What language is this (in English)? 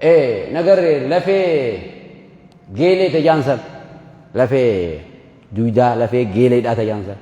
Oromo